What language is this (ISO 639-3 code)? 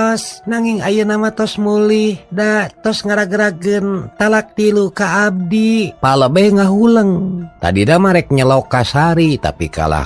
sun